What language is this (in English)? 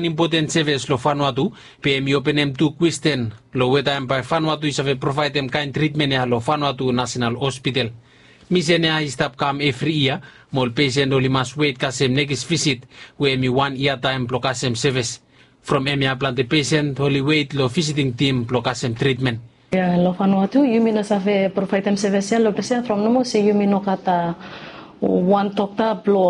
Bislama